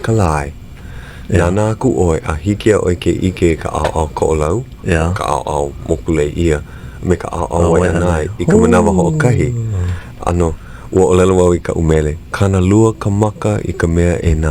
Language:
Hawaiian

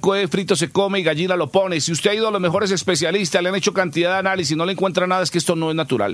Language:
Spanish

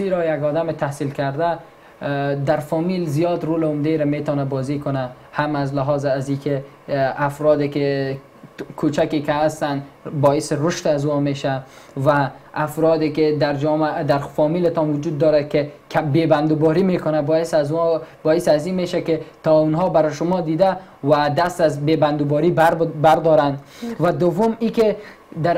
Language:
Persian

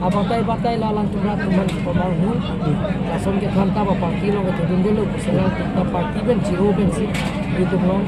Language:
Karbi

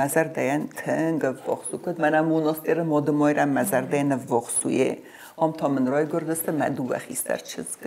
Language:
Ossetic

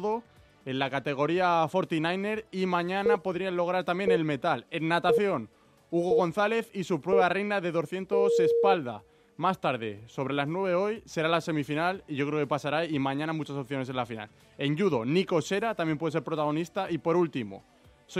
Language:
Spanish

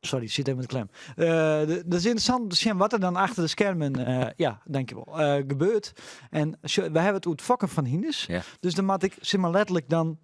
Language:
Western Frisian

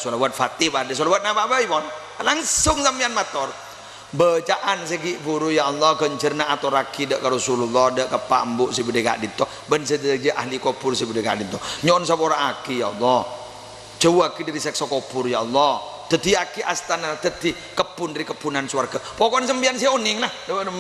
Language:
Madurese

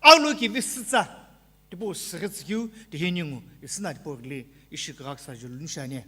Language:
Sumi Naga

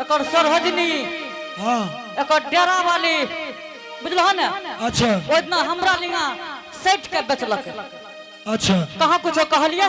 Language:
Angika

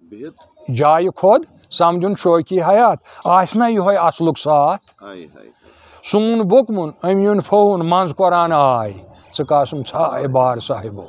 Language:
Kashmiri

